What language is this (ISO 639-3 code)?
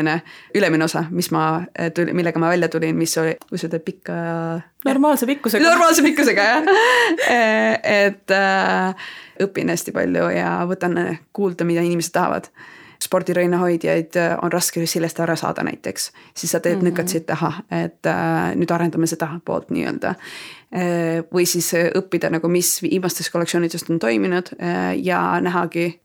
est